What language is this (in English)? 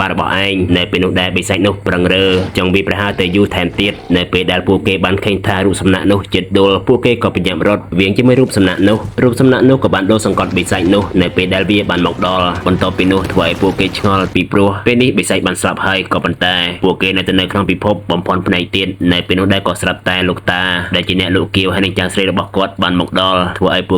Khmer